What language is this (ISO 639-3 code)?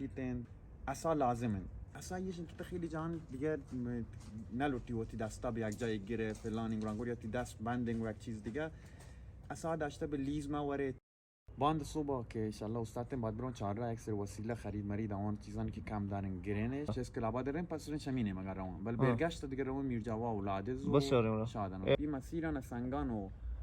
bal